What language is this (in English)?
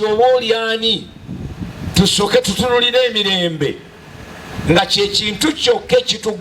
Ganda